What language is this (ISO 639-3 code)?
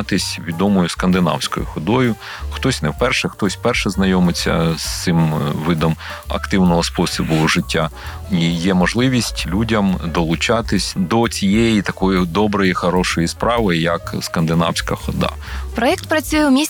ukr